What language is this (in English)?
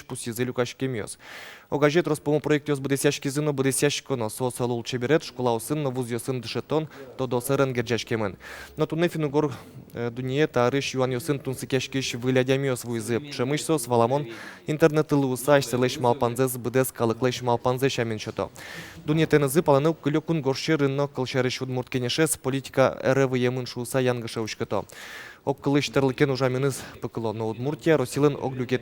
Udmurt